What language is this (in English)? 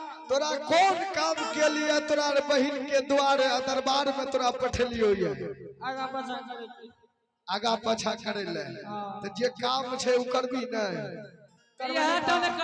Maithili